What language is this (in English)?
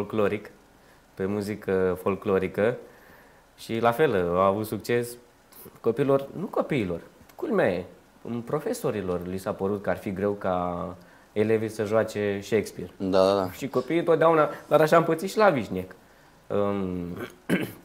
Romanian